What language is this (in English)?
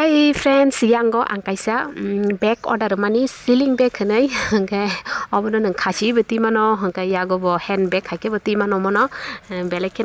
Kok Borok